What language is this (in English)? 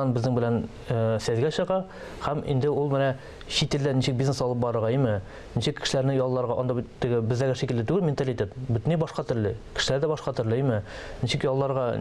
Tatar